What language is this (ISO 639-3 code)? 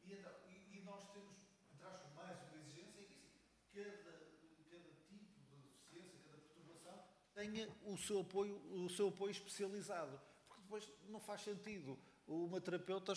por